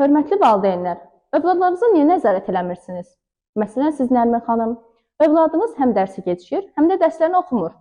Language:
Azerbaijani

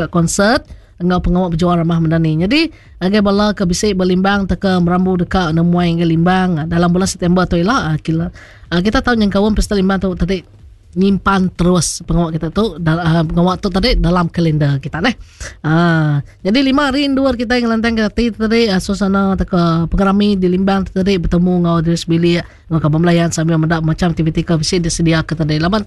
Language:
Iban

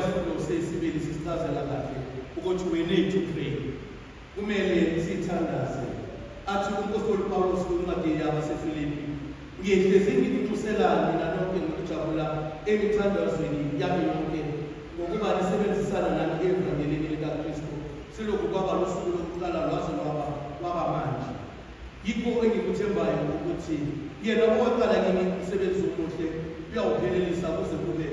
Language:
Zulu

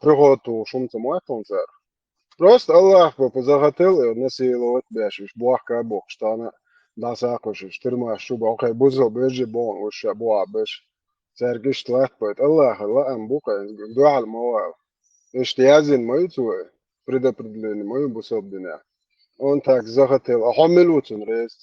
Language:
Chechen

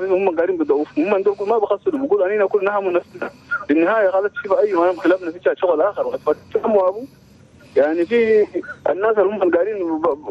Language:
Chadian Arabic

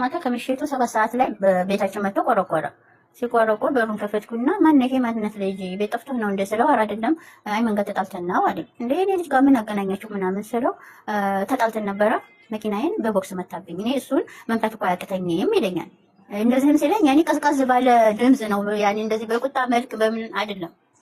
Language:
Amharic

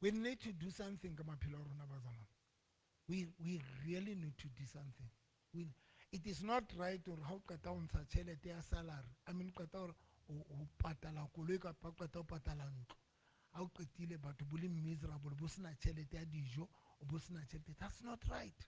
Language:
Southern Sotho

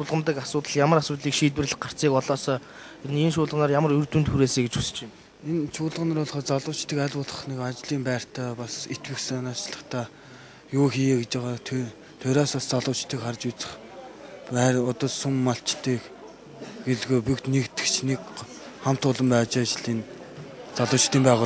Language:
Mongolian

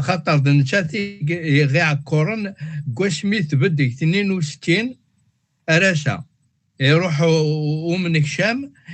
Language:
Kabyle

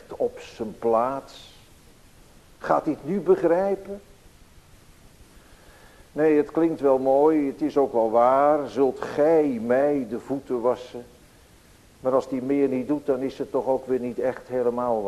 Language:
Dutch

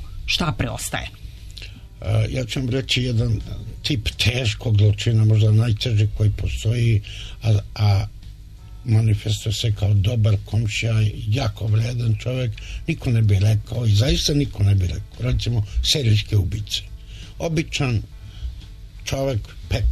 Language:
Serbian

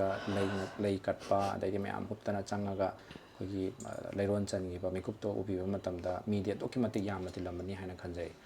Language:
Manipuri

